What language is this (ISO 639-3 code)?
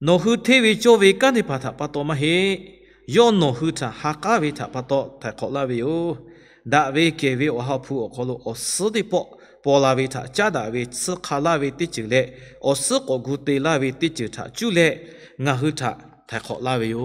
lhu